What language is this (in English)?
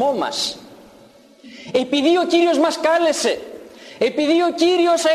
Greek